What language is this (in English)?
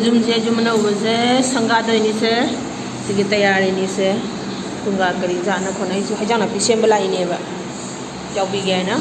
Manipuri